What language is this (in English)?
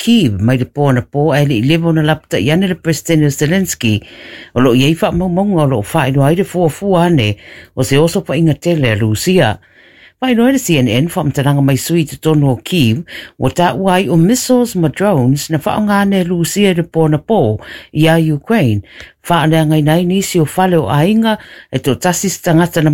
Samoan